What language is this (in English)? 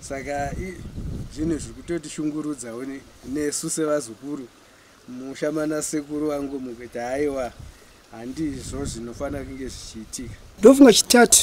Shona